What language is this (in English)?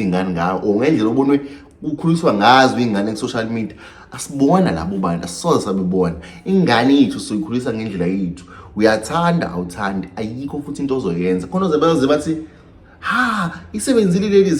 Zulu